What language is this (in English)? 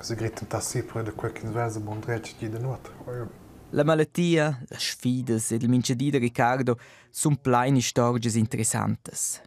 Romansh